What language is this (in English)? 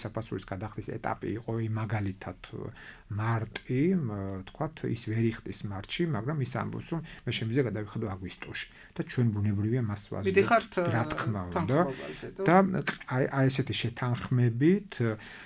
Georgian